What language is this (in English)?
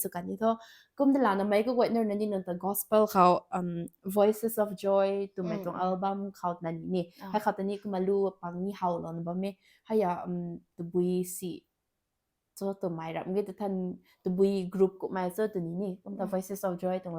Rongmei Naga